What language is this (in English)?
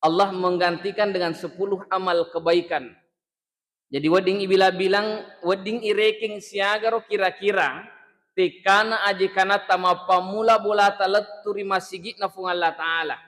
Buginese